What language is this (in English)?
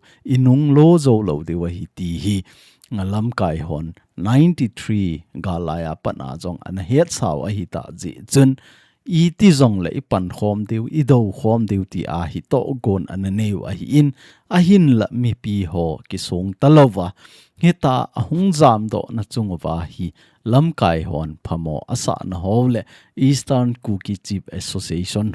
Thado Chin